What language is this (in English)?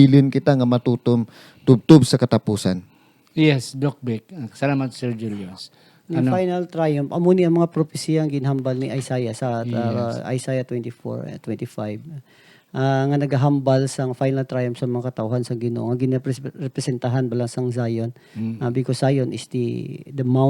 Hiligaynon